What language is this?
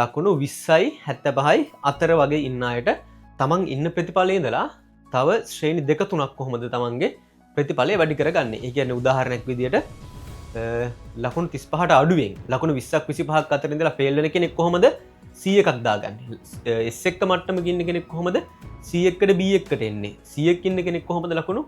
Sinhala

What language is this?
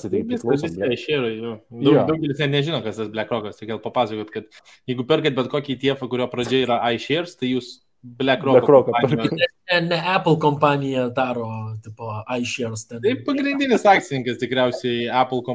Lithuanian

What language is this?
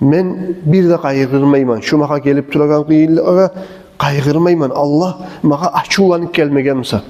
Kumyk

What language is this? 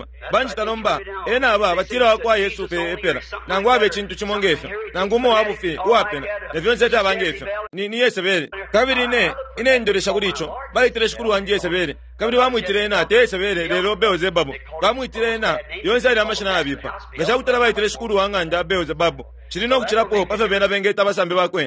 Bemba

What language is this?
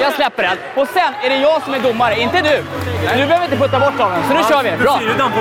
Swedish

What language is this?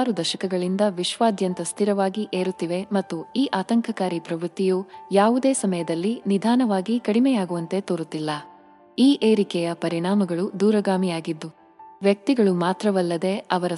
Kannada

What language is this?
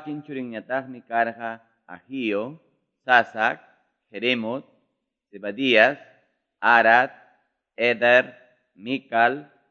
Ayacucho Quechua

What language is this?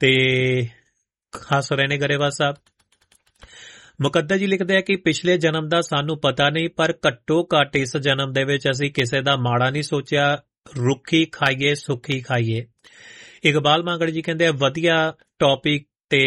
Punjabi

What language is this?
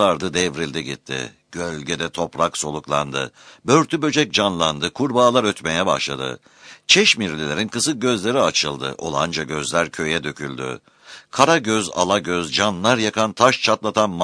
Turkish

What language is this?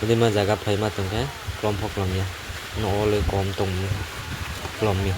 Kok Borok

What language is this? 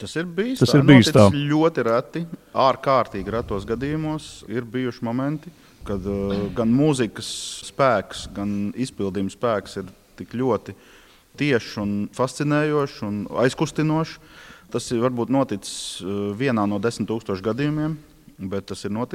Latvian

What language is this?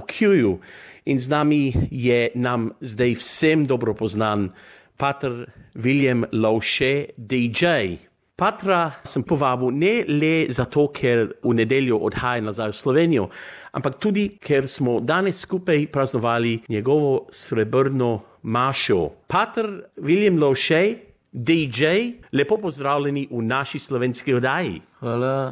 Slovenian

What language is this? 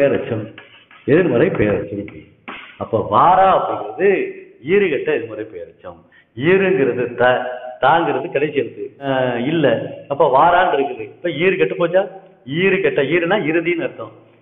Tamil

